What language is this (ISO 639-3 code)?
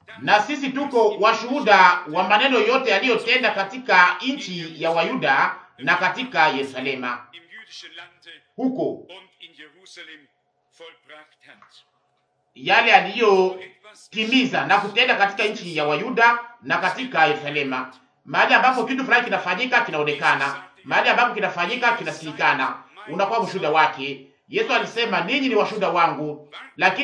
swa